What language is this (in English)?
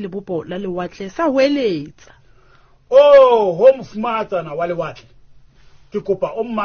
Southern Sotho